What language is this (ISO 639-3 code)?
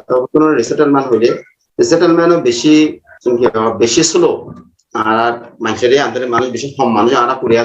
rhg